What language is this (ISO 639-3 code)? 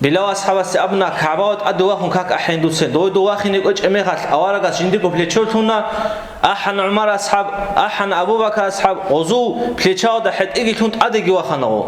ava